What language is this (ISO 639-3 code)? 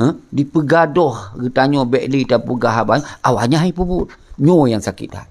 ace